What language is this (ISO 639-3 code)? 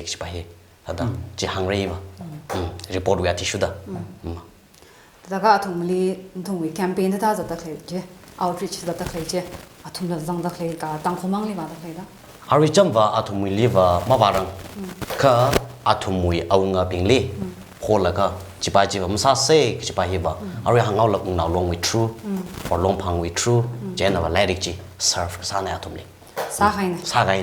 nmf